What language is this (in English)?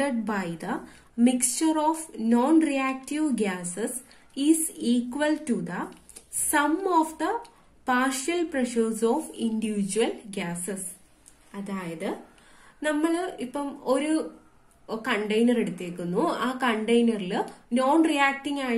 Malayalam